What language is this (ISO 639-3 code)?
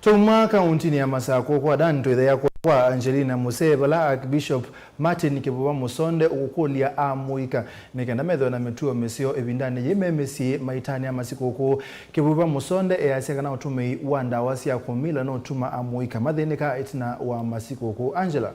kam